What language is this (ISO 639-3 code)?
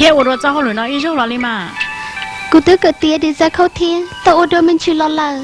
hmn